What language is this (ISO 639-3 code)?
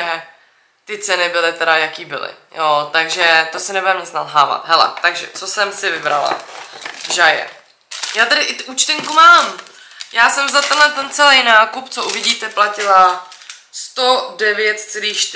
ces